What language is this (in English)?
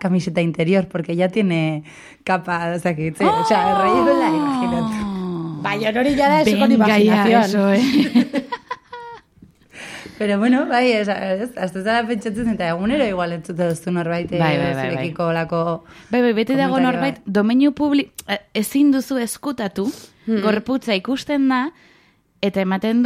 Basque